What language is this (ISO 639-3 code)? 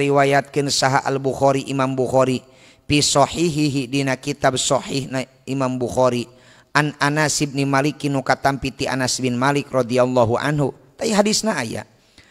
sun